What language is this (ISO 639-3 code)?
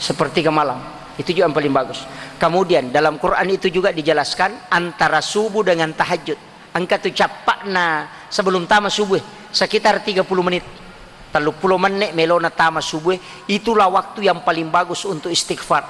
bug